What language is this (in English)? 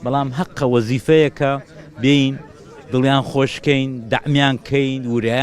Central Kurdish